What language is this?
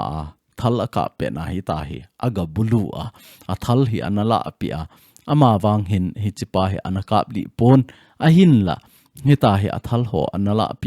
Thado Chin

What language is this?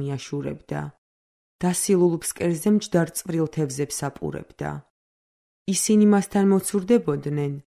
Georgian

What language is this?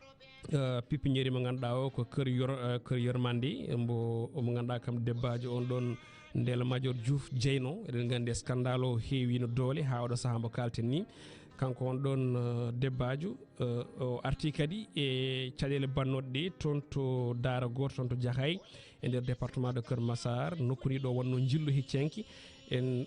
Fula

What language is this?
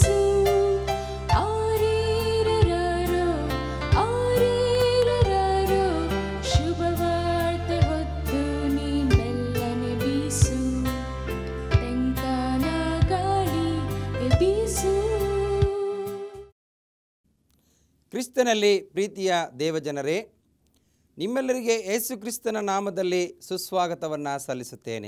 Kannada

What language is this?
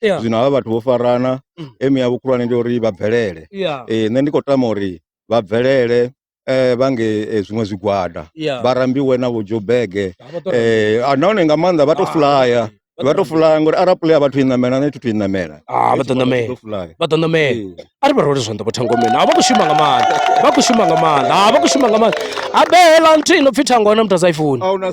Venda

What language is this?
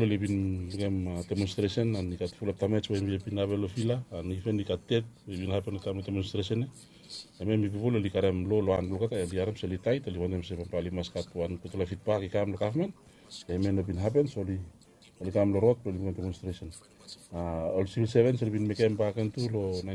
Bislama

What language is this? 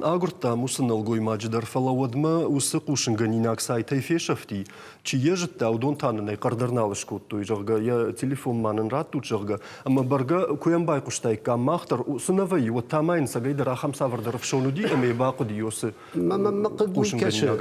Ossetic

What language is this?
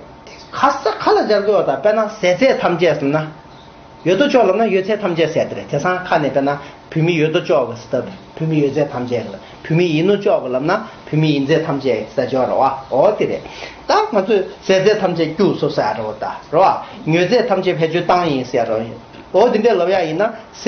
Tibetan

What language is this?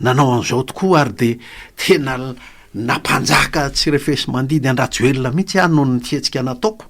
Malagasy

